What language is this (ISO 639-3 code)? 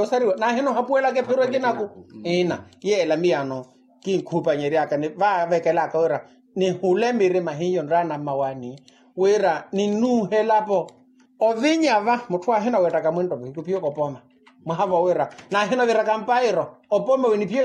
vmw